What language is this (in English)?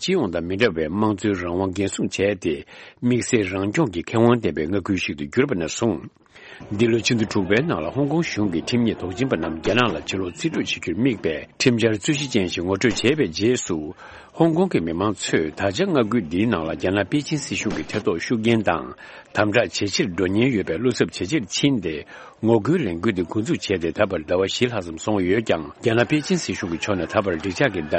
Tibetan